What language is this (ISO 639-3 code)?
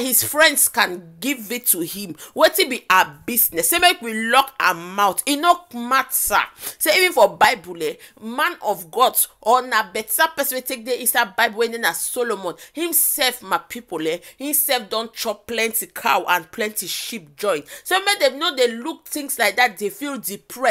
pcm